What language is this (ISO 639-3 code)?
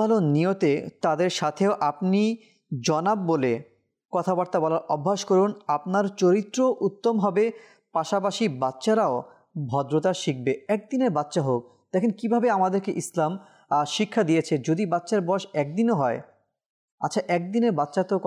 ben